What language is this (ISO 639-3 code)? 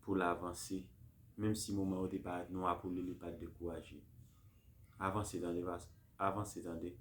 hat